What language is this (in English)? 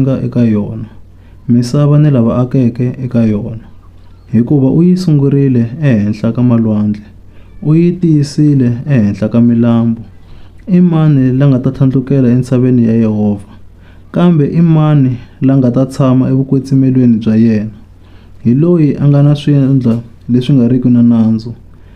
Tsonga